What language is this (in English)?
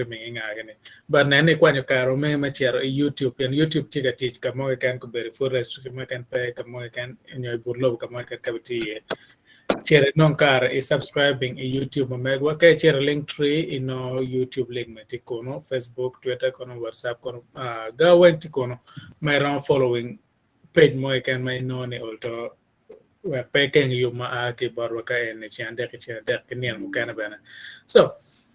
Acoli